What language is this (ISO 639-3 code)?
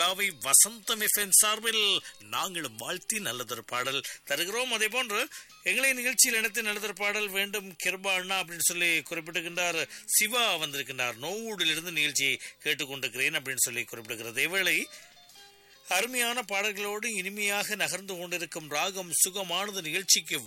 tam